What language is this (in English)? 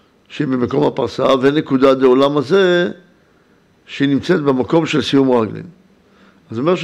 Hebrew